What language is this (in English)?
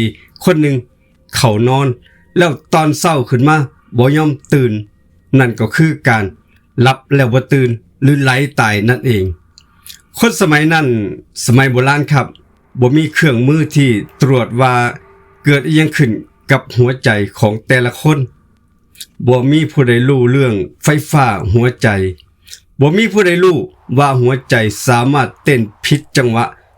Lao